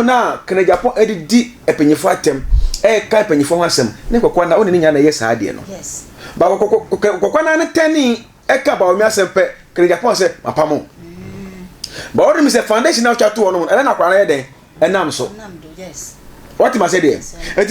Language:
Akan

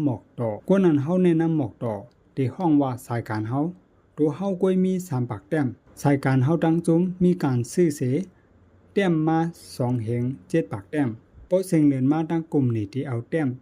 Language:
Shan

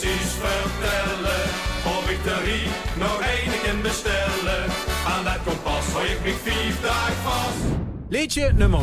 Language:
Limburgish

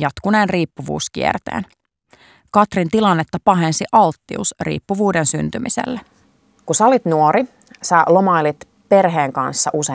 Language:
Finnish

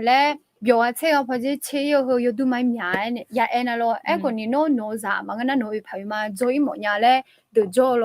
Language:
Akha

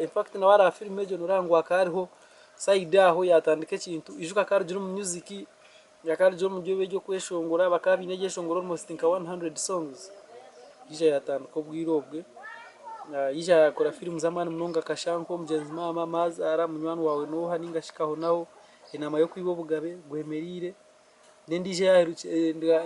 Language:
Nyankole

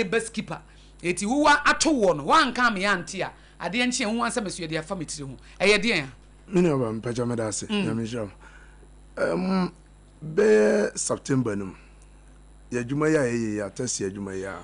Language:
Akan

